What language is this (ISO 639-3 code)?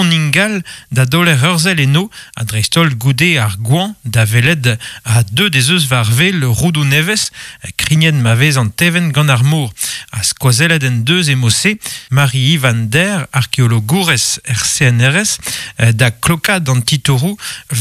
bre